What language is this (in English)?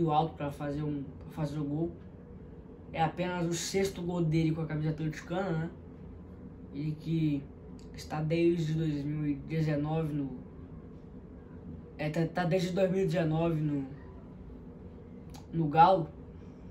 Portuguese